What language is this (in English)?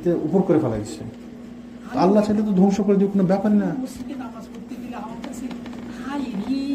Bangla